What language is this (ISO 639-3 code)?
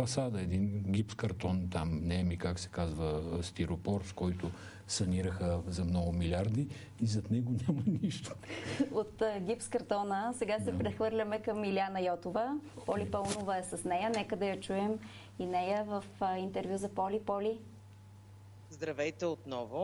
bul